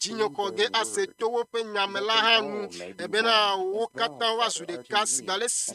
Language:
Ewe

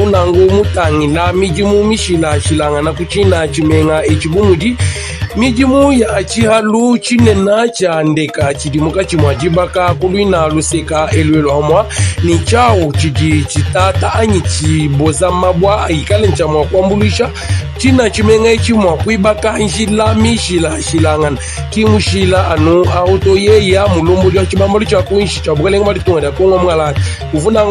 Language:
Luba-Lulua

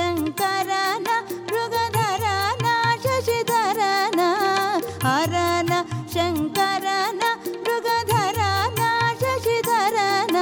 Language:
Kannada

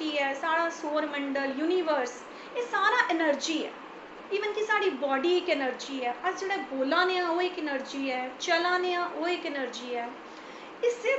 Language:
Dogri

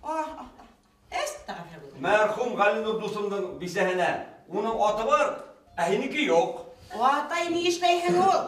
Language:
Bashkir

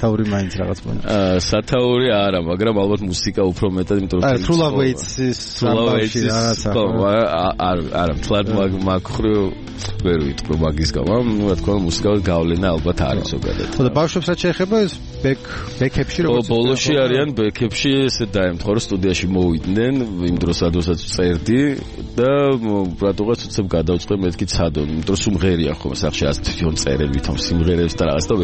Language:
Georgian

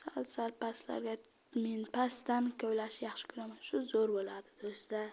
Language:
Uzbek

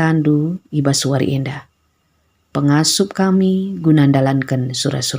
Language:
Batak Karo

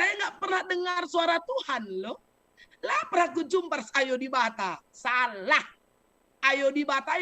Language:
Batak Karo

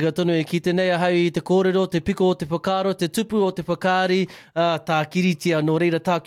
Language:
Māori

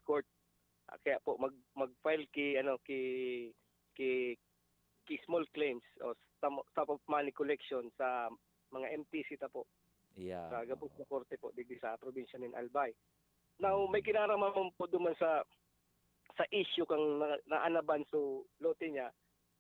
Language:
Bikol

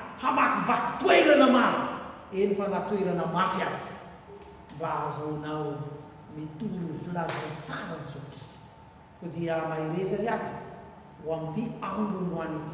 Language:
Malagasy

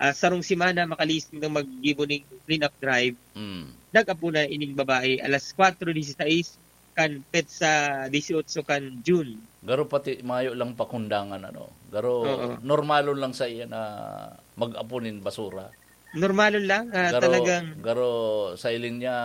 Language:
Bikol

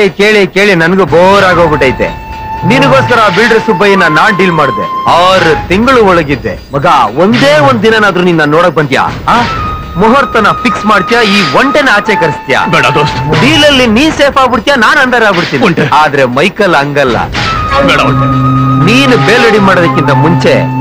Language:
Kannada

